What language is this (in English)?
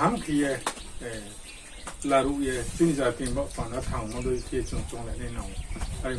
Riang (India)